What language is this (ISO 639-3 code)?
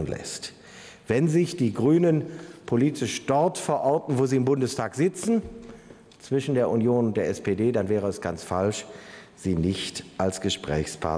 deu